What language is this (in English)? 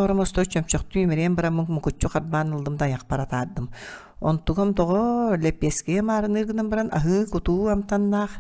Yakut